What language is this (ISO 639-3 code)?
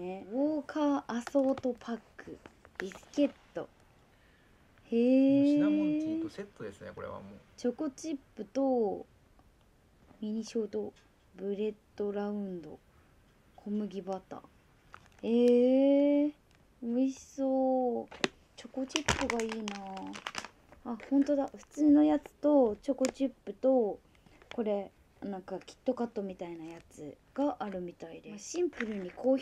jpn